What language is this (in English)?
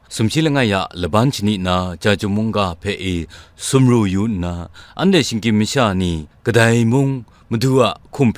Kachin